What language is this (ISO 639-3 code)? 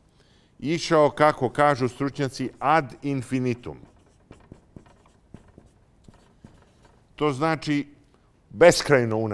srp